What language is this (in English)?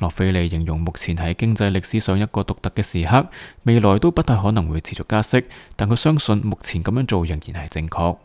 Cantonese